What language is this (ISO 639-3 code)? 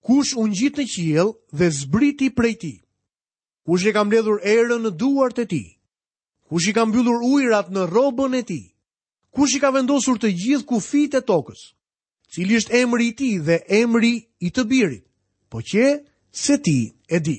sqi